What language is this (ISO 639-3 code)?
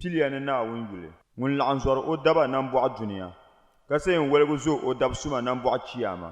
dag